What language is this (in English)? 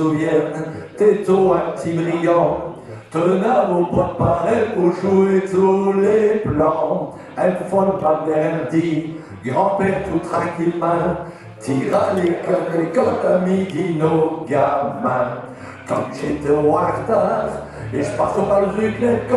Picard